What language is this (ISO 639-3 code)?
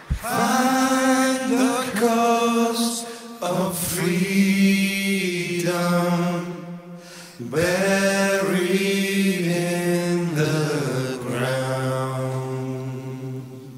hun